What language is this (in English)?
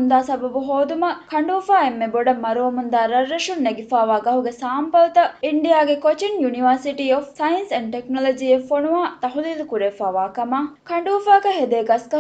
Divehi